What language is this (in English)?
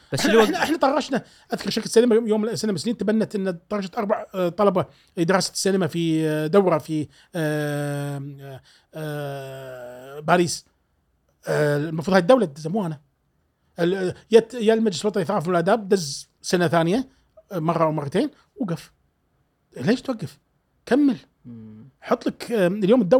Gulf Arabic